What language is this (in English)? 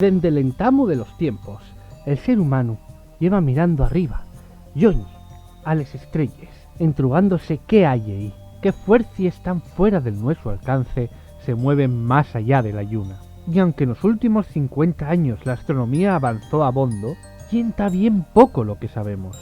Asturian